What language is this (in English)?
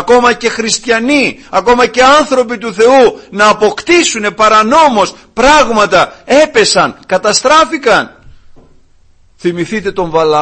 Greek